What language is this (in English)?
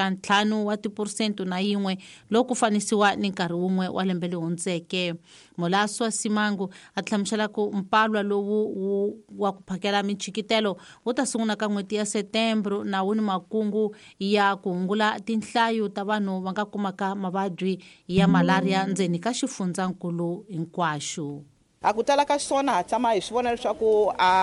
Tsonga